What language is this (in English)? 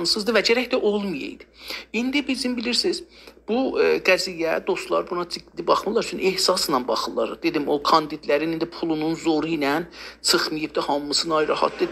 South Azerbaijani